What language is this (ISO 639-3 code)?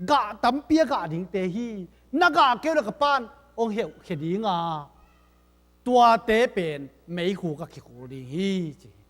ctd